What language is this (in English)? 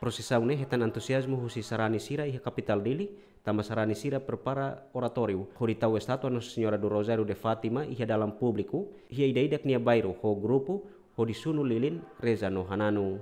Tetum